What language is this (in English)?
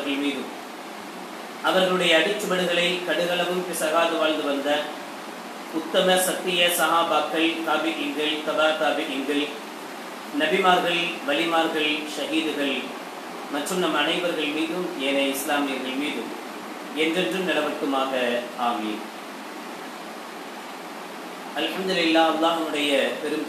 Tamil